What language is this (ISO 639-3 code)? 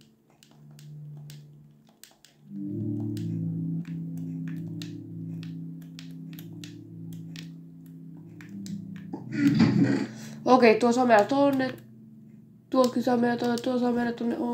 fin